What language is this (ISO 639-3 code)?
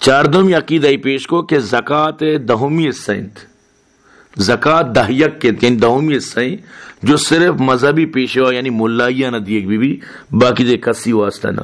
bal